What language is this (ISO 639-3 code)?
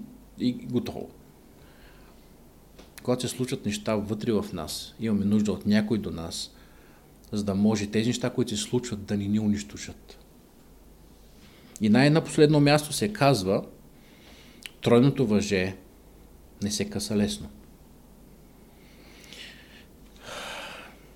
bul